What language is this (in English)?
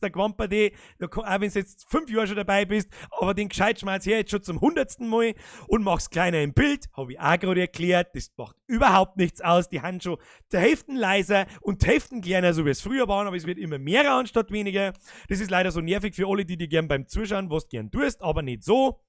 Bavarian